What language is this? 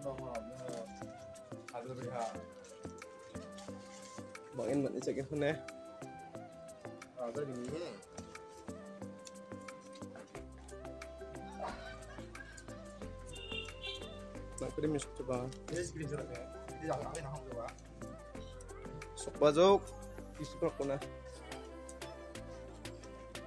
Malay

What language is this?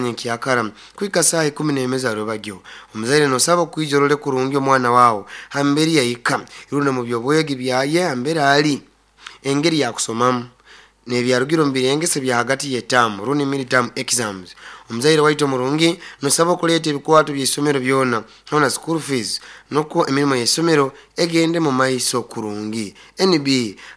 Nyoro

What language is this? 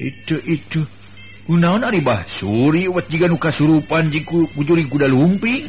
Sundanese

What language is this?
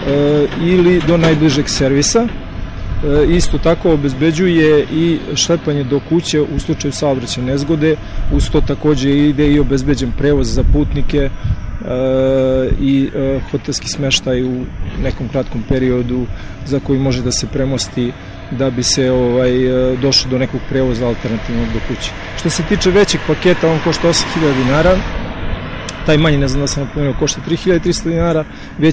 Serbian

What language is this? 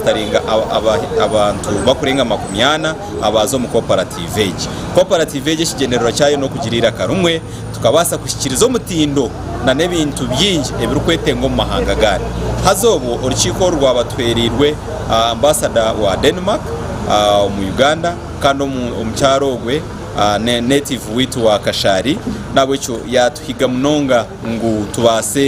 Nyankole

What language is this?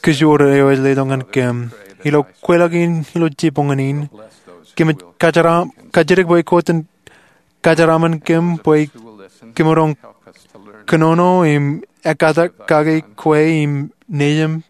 Marshallese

